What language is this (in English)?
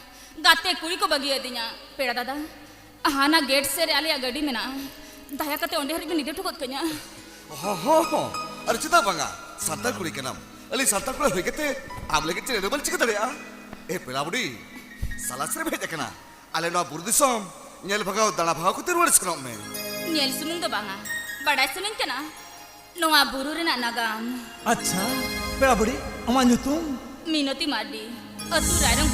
Santali